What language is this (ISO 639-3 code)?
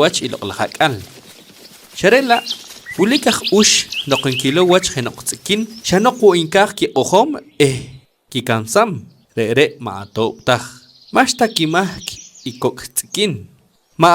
poh